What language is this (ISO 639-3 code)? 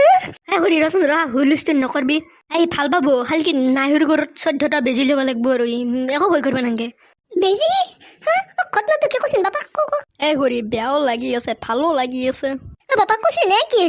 asm